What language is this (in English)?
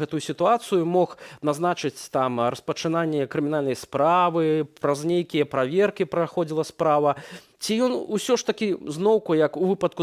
Belarusian